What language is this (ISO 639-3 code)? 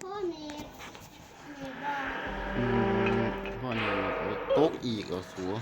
tts